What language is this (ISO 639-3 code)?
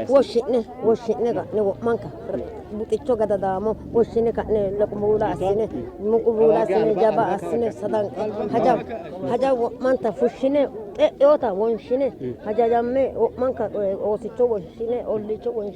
sid